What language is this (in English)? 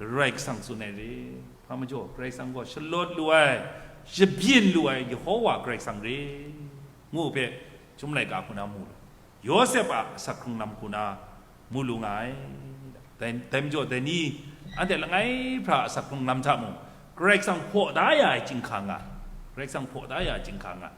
Kachin